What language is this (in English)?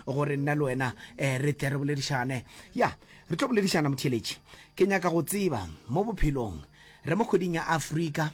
Northern Sotho